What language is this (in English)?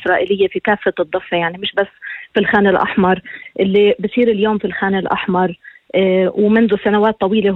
North Levantine Arabic